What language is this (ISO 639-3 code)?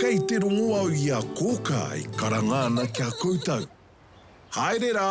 mri